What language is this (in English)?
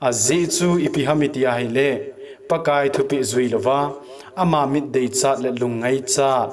Thado Chin